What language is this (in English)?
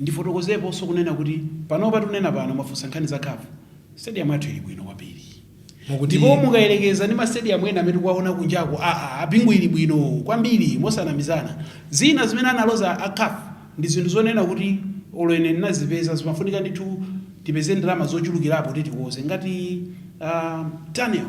Nyanja